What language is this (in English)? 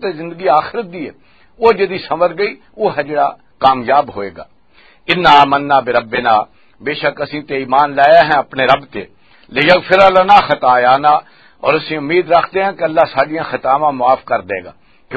Western Panjabi